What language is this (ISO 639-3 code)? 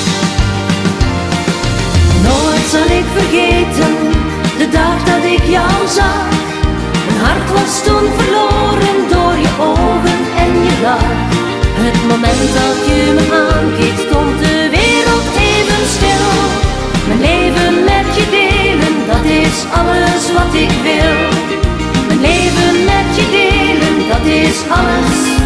nld